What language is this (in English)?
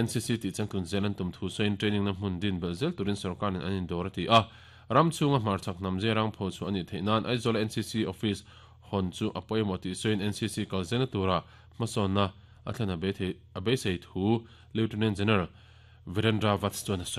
Mizo